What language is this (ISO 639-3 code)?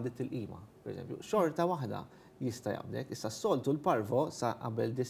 mlt